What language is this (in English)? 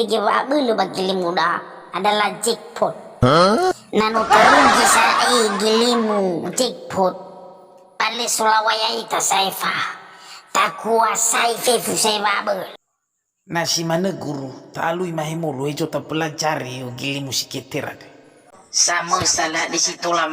Nias